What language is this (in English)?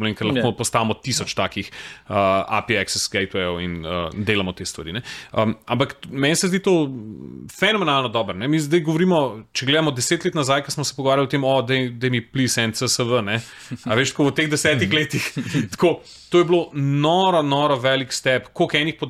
Slovenian